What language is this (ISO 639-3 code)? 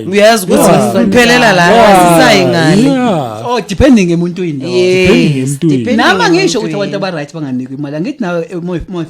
zul